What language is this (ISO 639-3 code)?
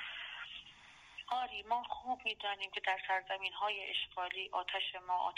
fas